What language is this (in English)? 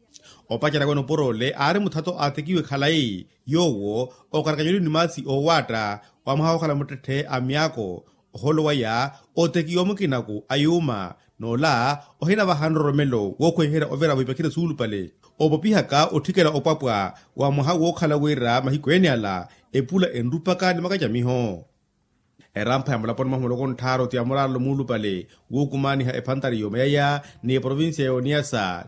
Makhuwa